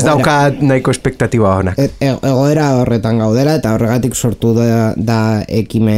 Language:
Basque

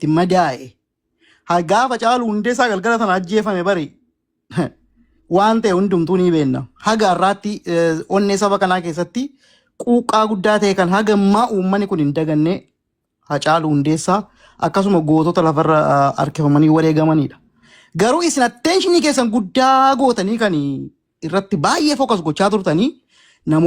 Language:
Oromo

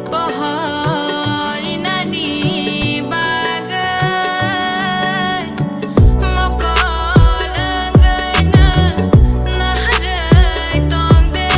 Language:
Kok Borok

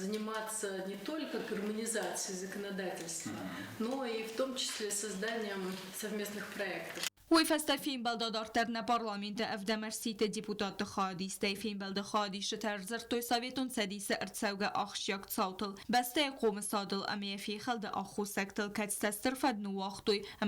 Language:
Ossetic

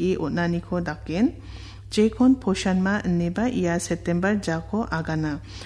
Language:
Garo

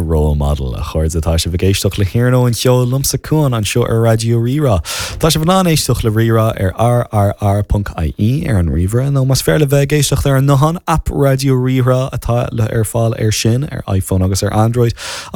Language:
Irish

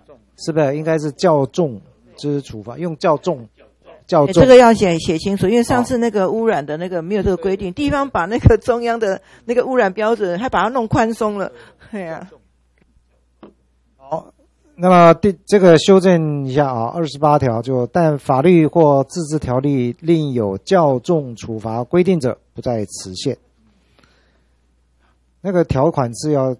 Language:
Chinese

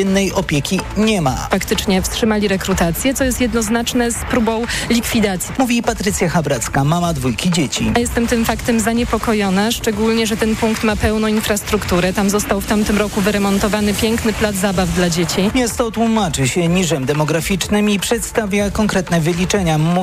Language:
Polish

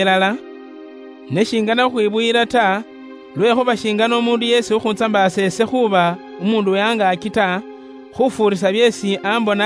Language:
Luyia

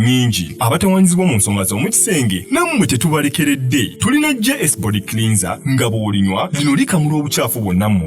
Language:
Ganda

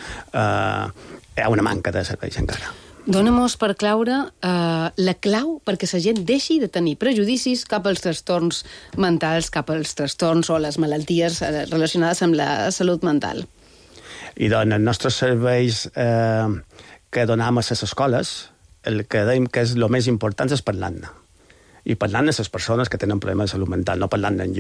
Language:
Catalan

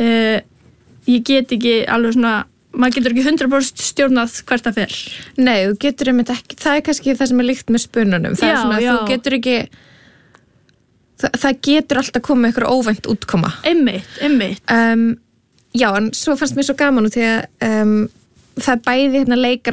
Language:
Icelandic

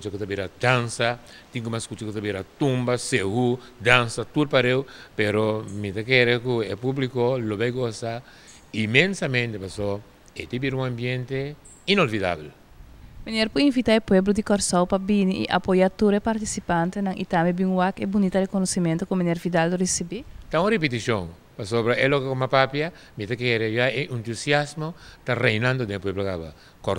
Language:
Papiamento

